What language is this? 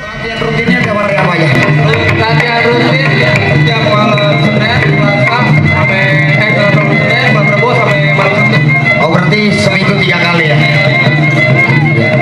Betawi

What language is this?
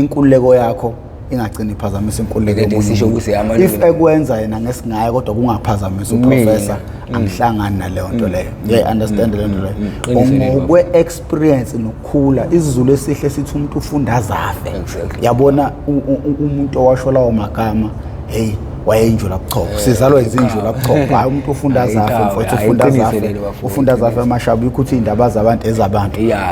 Zulu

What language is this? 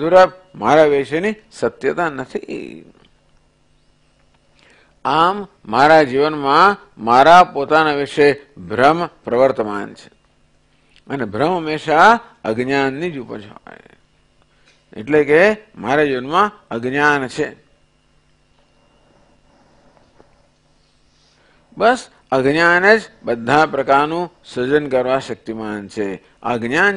Gujarati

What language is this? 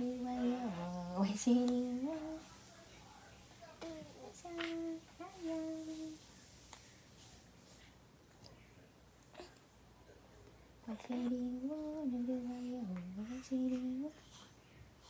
Japanese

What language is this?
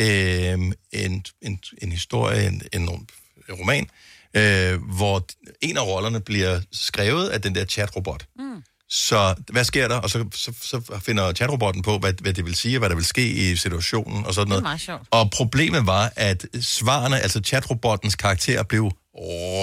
Danish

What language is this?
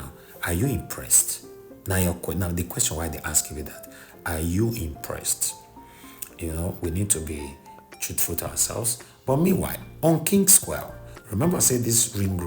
Nigerian Pidgin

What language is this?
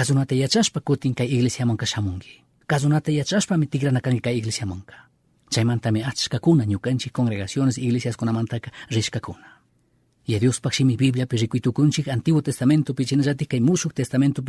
Chimborazo Highland Quichua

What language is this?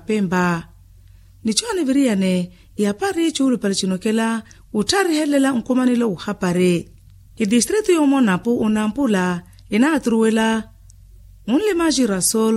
Makhuwa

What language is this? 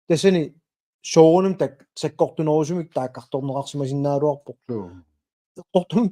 Kalaallisut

